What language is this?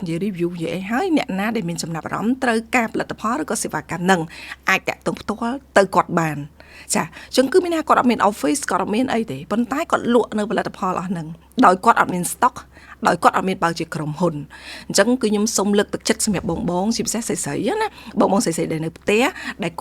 Khmer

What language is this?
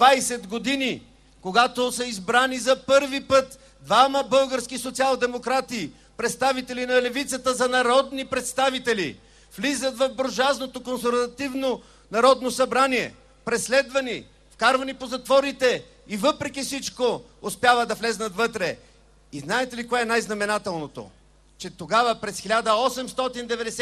Bulgarian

